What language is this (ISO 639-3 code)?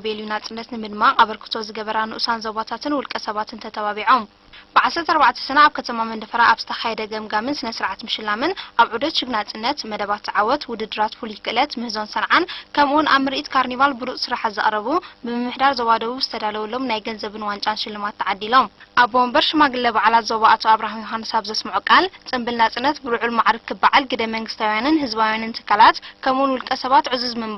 tir